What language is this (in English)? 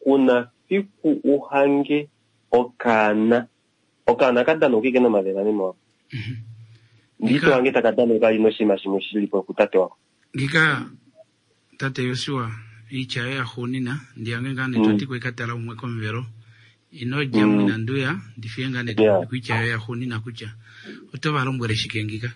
Kuanyama